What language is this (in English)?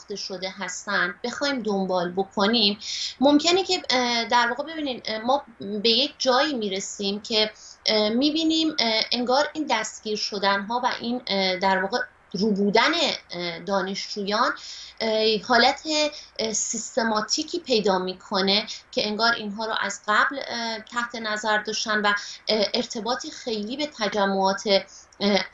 Persian